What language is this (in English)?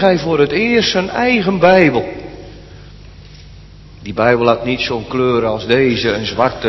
Dutch